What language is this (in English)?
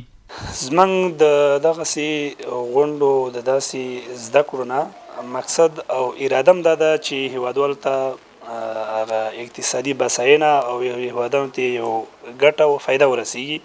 Pashto